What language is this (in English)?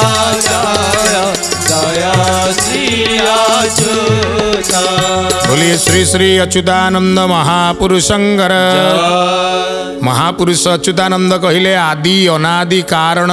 Odia